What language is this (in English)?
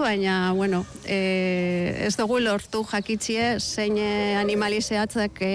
Basque